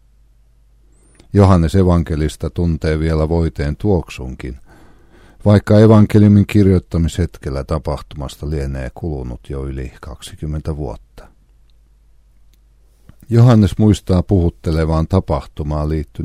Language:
Finnish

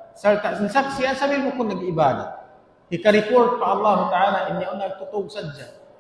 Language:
Tausug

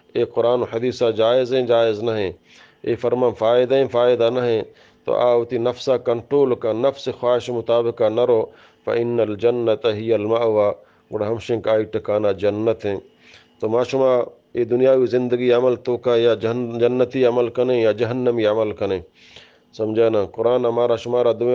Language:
Eastern Balochi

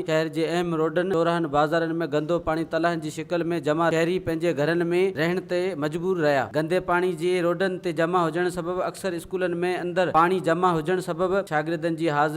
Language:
Sindhi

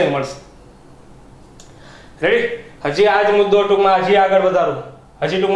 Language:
Gujarati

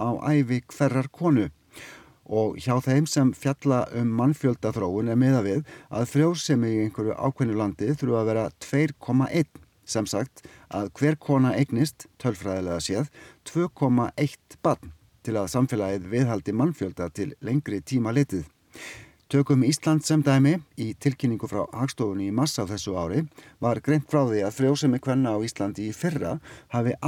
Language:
Icelandic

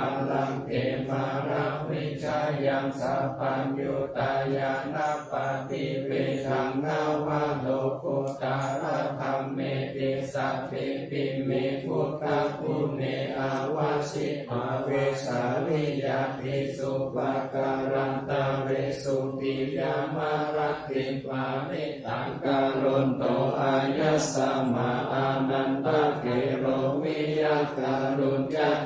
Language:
Pali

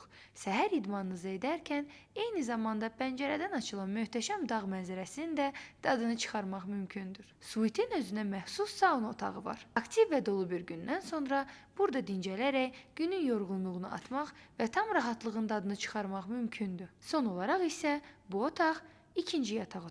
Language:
Azerbaijani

